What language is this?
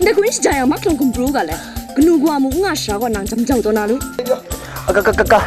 Kachin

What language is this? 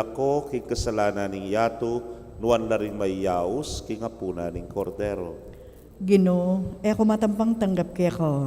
Pampanga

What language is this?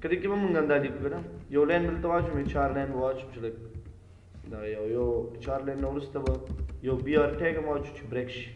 Pashto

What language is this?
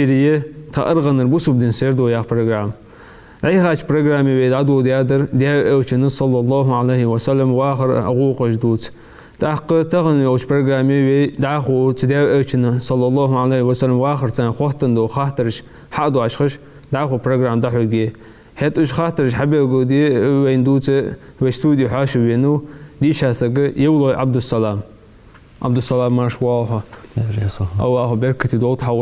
Ingush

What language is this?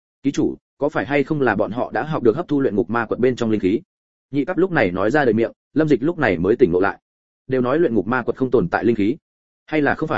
Vietnamese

